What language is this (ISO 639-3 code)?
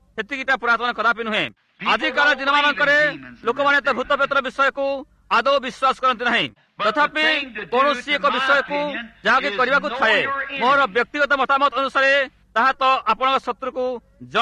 ori